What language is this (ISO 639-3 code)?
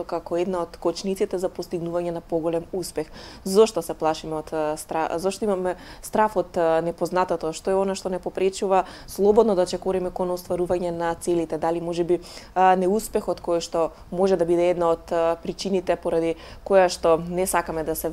mkd